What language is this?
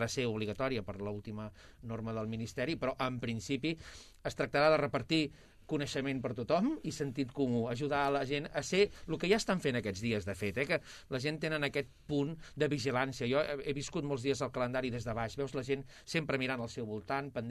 Catalan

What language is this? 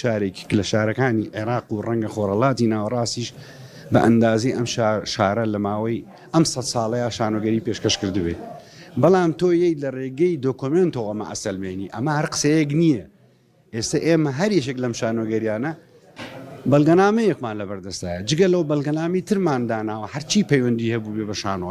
Central Kurdish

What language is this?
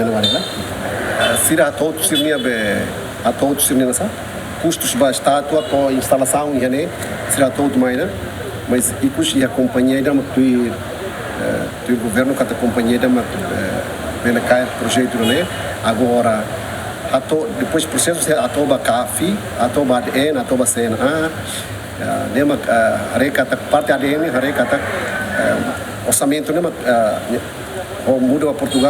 Tetum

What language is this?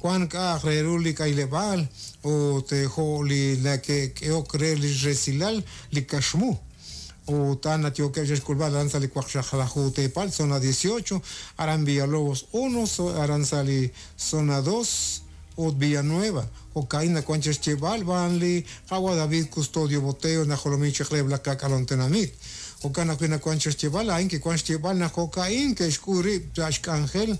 Kekchí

